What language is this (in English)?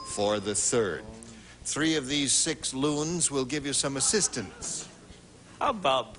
English